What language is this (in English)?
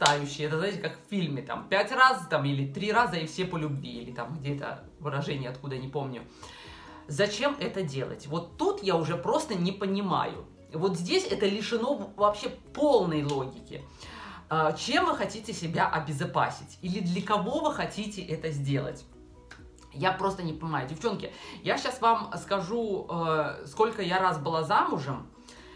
Russian